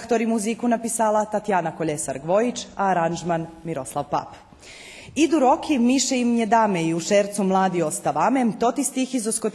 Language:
Rusyn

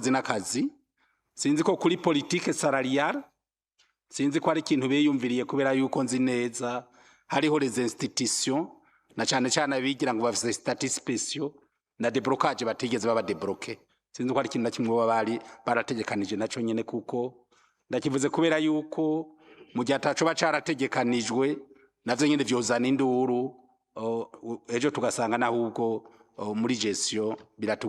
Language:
Rundi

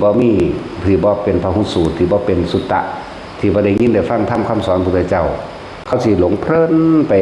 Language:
Lao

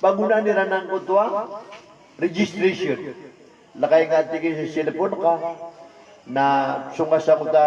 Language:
Maranao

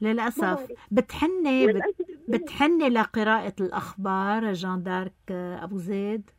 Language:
North Levantine Arabic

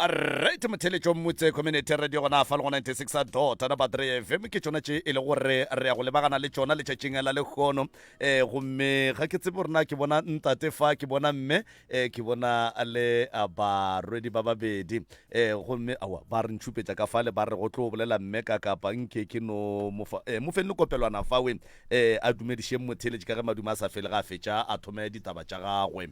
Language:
Northern Sotho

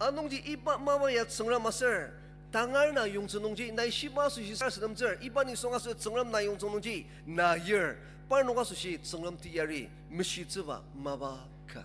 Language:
Ao Naga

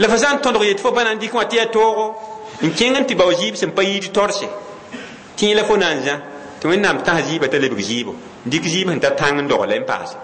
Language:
Mossi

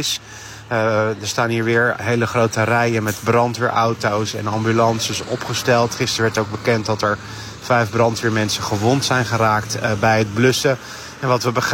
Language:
Dutch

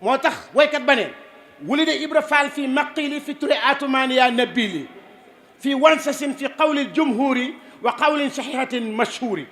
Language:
Wolof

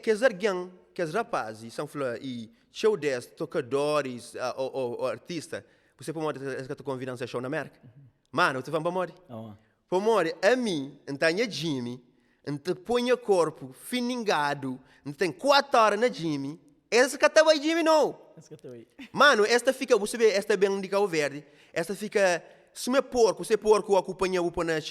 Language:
Kabuverdianu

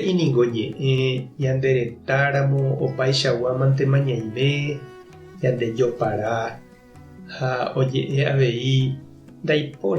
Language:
Guarani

